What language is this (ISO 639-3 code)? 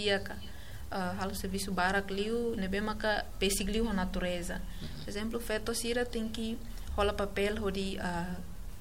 tet